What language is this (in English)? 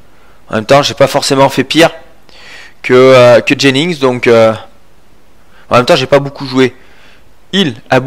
French